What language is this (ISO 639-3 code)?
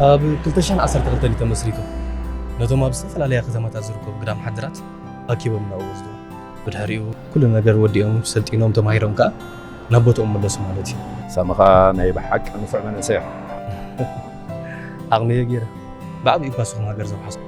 tir